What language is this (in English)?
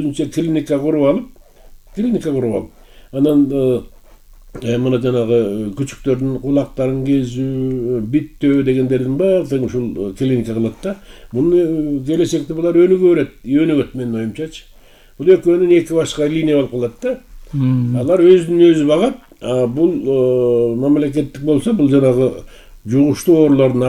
Kyrgyz